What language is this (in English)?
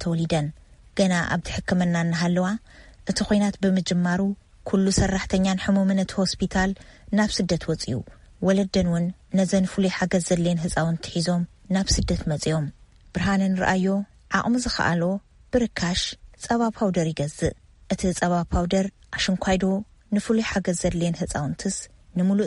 Tigrinya